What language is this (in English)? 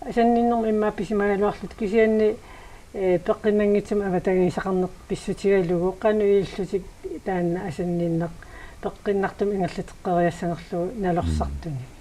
Kalaallisut